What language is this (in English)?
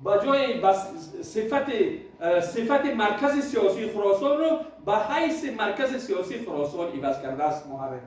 Tajik